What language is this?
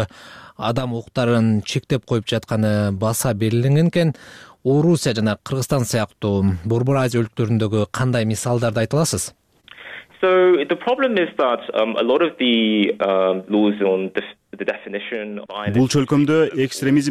Kyrgyz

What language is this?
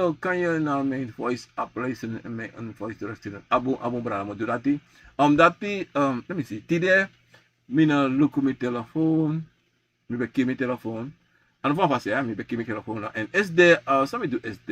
Sranan Tongo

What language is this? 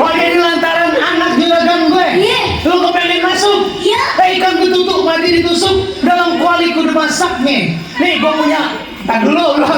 Betawi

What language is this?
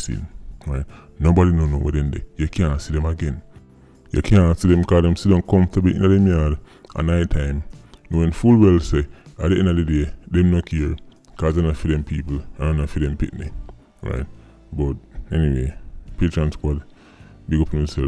Jamaican Creole English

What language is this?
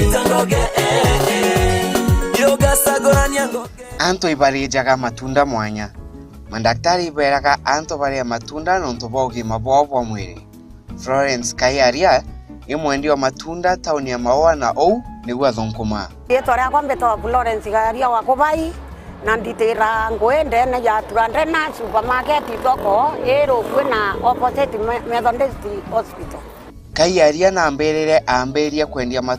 Meru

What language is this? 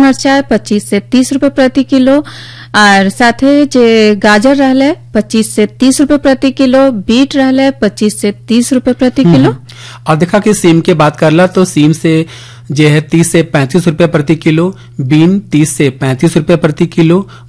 Bhojpuri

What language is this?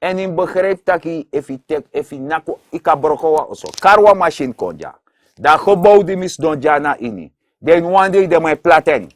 Sranan Tongo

